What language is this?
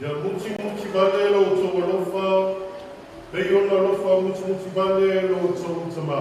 Samoan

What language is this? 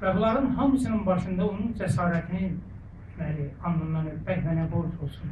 South Azerbaijani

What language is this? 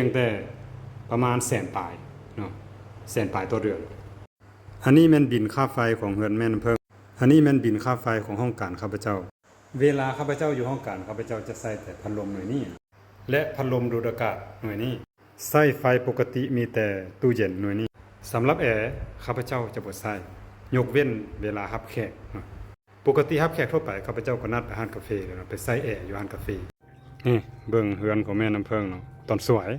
Lao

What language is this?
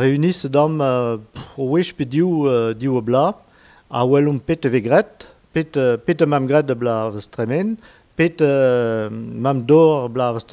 Breton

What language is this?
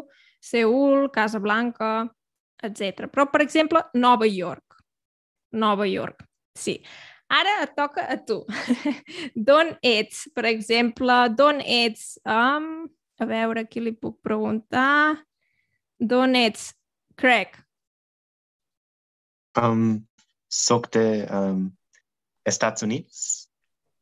Catalan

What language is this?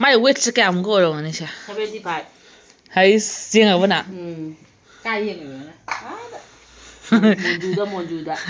Manipuri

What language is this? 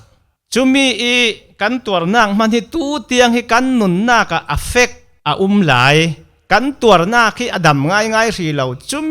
Falam Chin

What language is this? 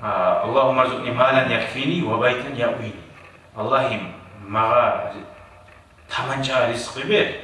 Kumyk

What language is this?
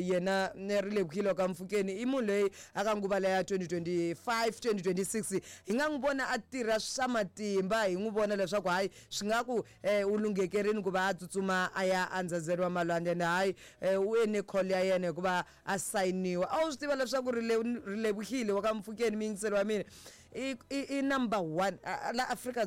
Tsonga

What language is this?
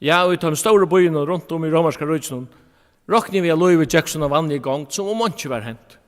Faroese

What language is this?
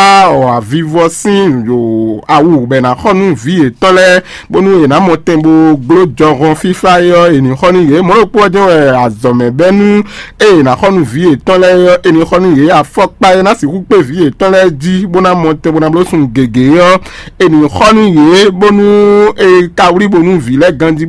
Fon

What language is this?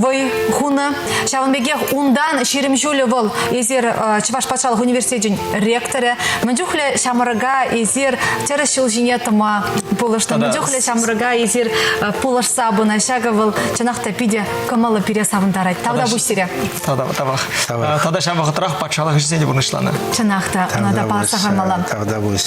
Chuvash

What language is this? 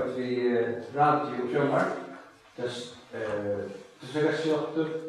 Faroese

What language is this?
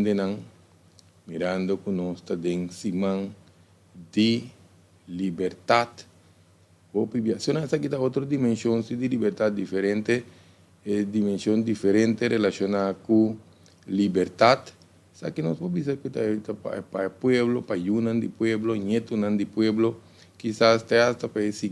Papiamento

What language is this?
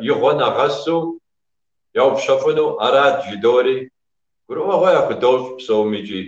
Kabardian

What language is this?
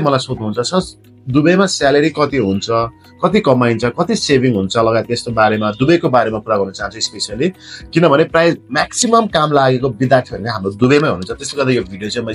Nepali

